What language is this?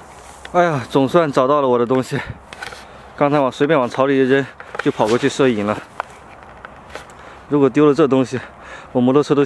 Chinese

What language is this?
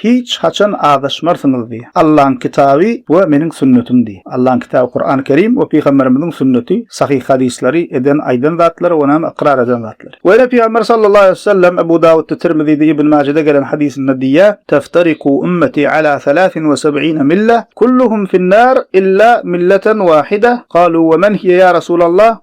Turkmen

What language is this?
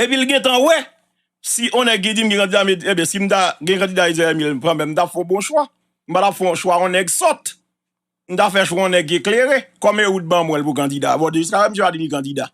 Haitian Creole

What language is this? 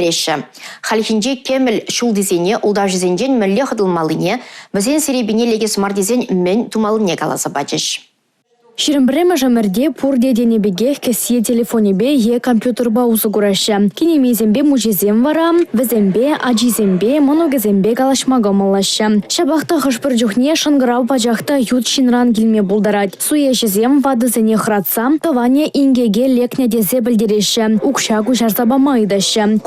Chuvash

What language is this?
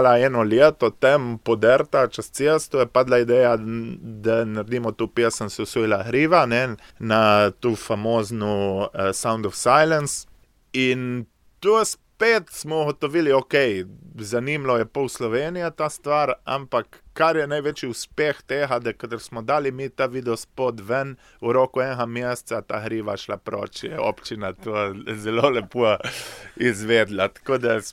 Slovenian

